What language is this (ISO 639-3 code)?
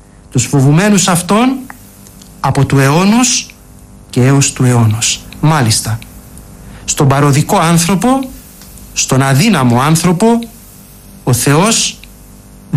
ell